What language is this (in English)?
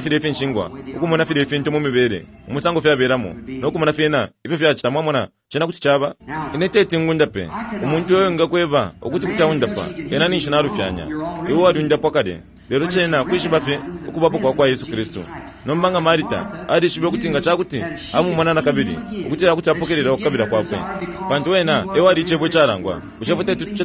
Bemba